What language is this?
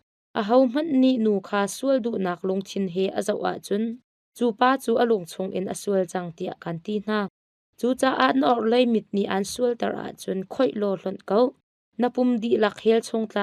Hakha Chin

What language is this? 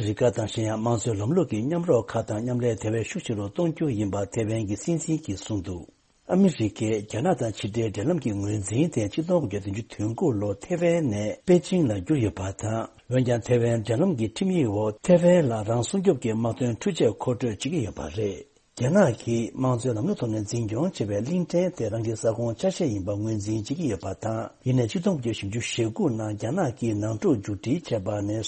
Tibetan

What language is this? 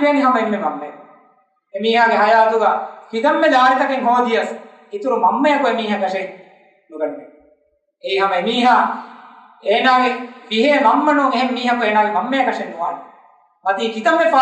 Divehi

